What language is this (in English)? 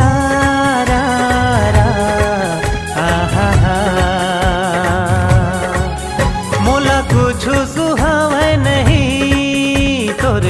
Chhattisgarhi